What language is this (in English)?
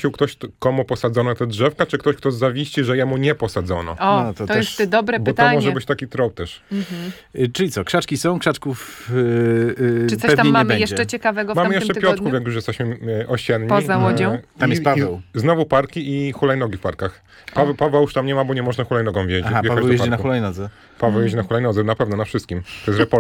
Polish